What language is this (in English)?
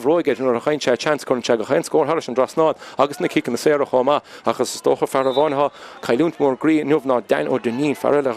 Irish